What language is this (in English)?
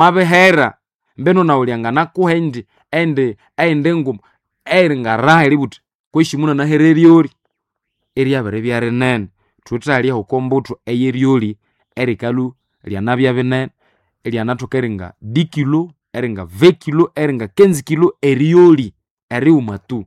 Nande